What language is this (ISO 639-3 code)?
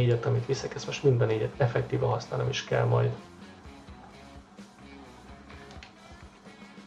hun